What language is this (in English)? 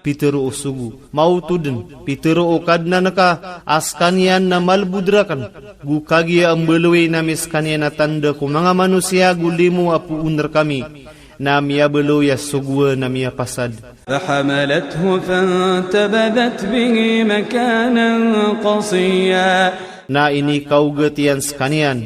Maranao